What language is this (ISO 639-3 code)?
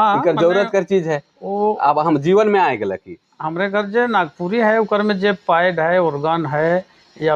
sck